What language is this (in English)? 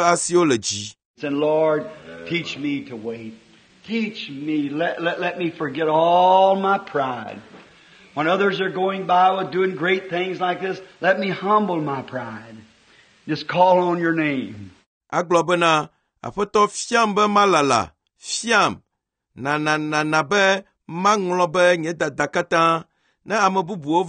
Ewe